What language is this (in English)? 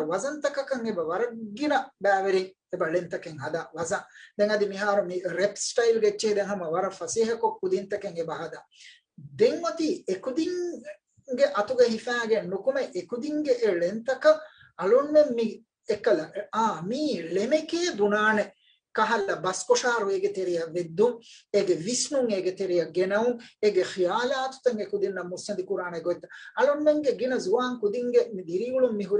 Divehi